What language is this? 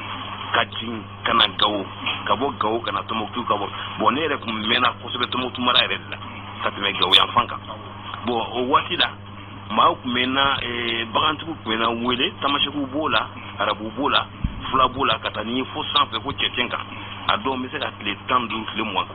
Bambara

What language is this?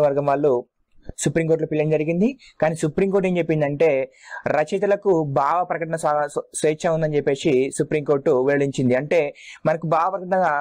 Telugu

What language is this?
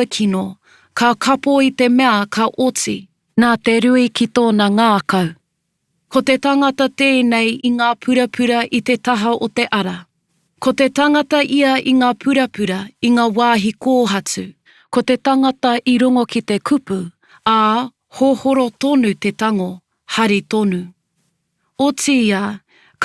Māori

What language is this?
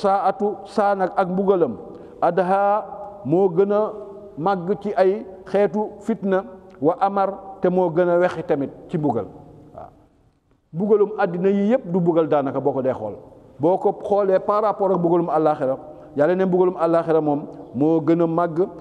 Wolof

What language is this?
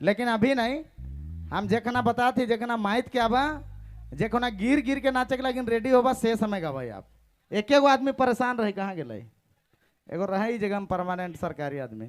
Sadri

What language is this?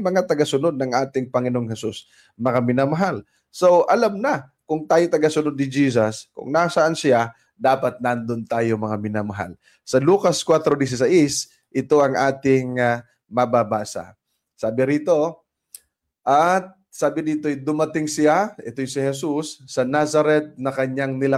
Filipino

